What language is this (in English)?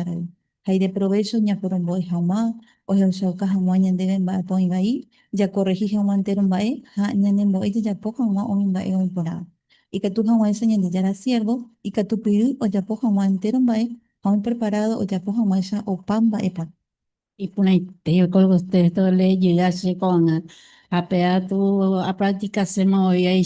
Guarani